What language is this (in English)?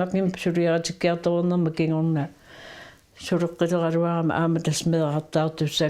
Kalaallisut